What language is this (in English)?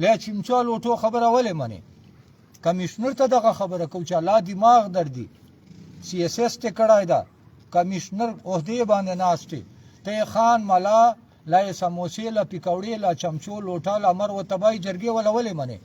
Pashto